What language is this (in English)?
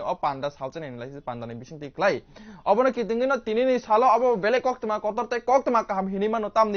Kok Borok